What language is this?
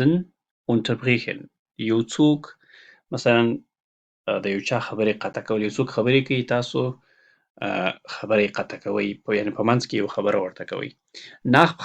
Pashto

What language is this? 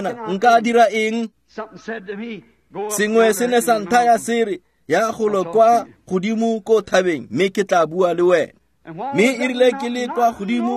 Tswana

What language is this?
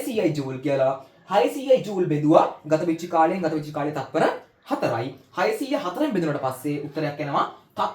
Sinhala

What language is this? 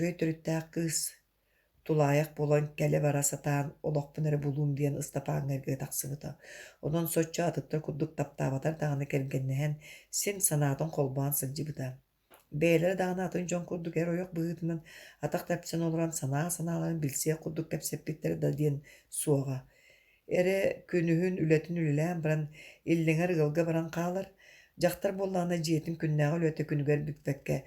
Yakut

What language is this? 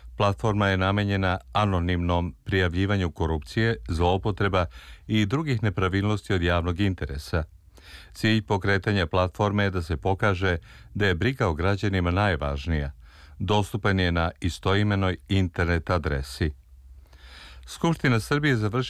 Serbian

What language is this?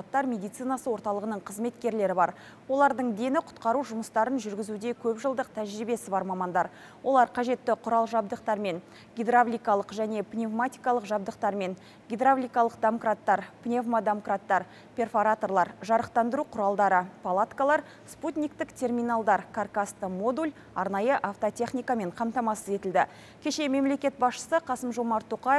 Kazakh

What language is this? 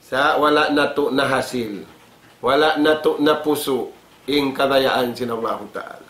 Tausug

